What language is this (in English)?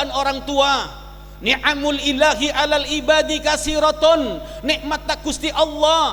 Madurese